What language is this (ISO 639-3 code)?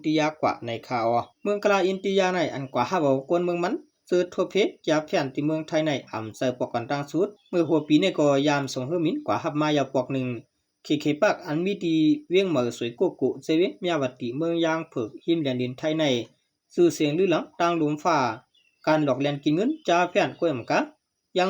shn